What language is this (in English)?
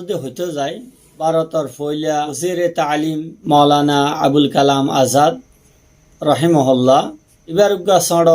Rohingya